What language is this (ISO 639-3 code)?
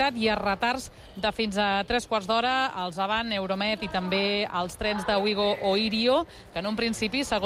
cat